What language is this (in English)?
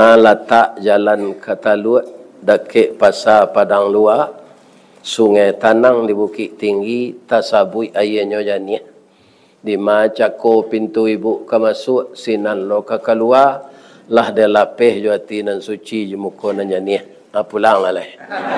Minangkabau